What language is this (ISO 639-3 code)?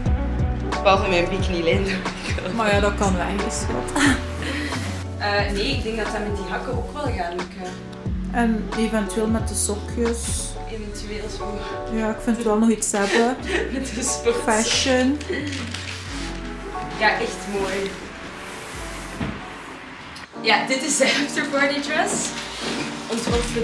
nld